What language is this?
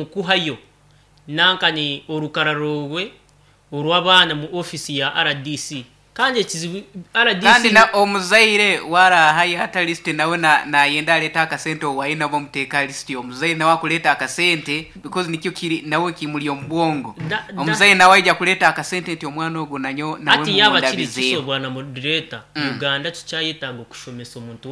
Nyankole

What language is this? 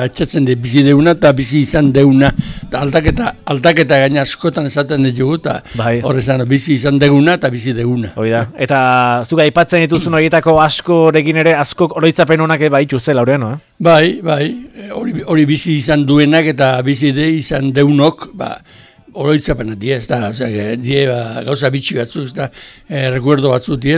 Basque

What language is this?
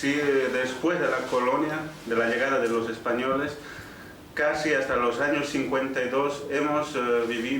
Breton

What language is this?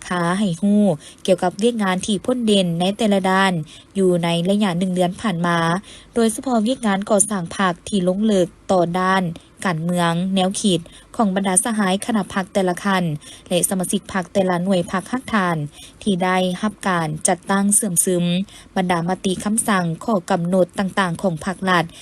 Lao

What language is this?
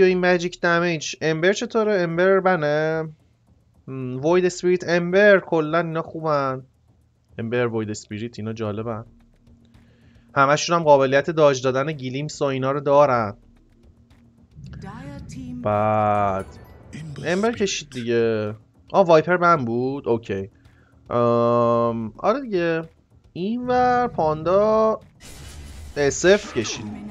Persian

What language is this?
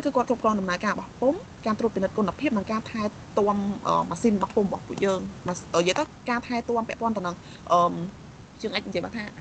Khmer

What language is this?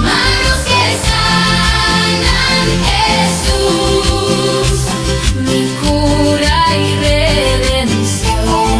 Ayacucho Quechua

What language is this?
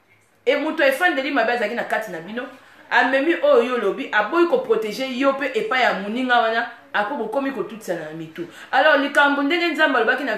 Lingala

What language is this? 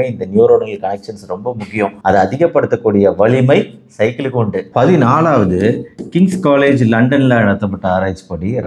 Tamil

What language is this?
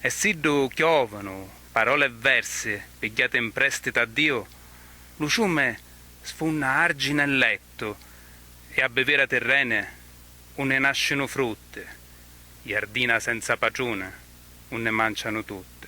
Sicilian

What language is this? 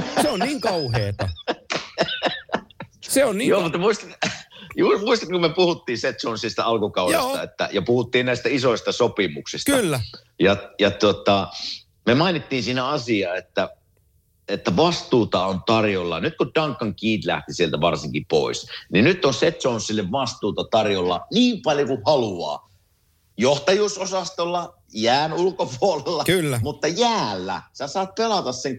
Finnish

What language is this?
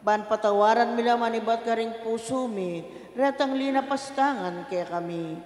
Pampanga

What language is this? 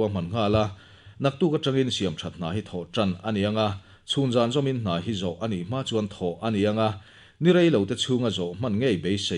Mizo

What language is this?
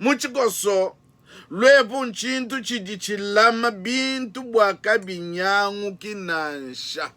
Luba-Lulua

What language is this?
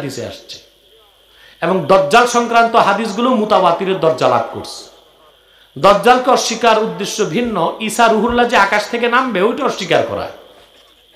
Bangla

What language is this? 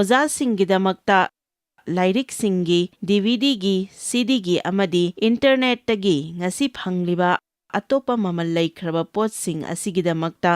Manipuri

